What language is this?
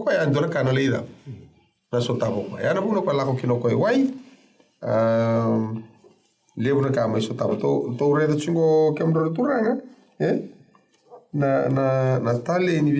Fijian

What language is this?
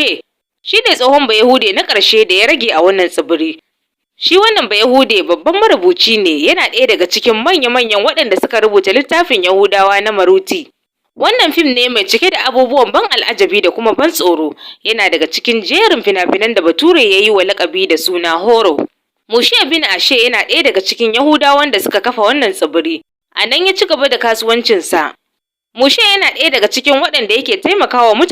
Hausa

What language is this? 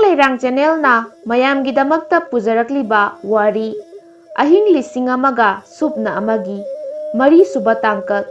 Manipuri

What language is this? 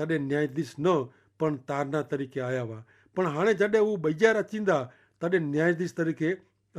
Kachhi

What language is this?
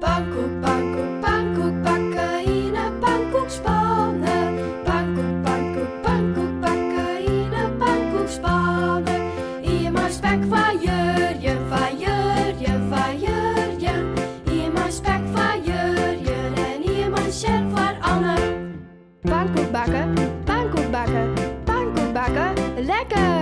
Western Frisian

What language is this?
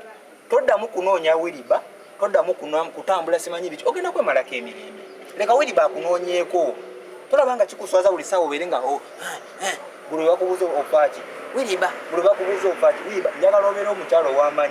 Ganda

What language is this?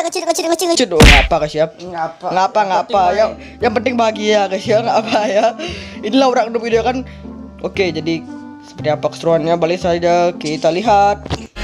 Indonesian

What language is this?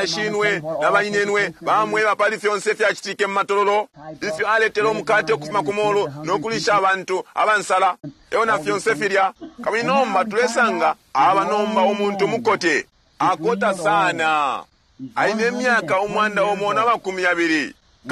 Bemba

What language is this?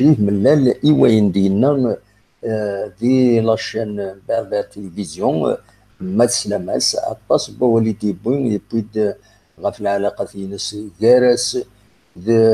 Kabyle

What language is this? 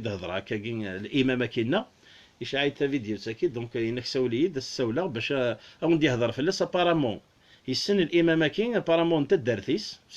Kabyle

